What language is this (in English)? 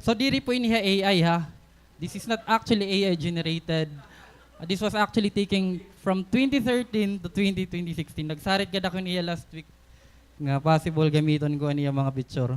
Waray